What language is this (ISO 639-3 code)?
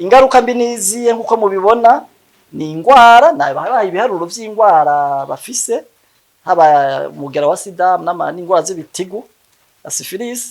run